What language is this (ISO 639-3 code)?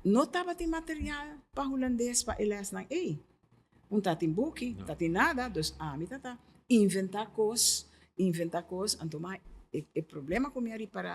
pap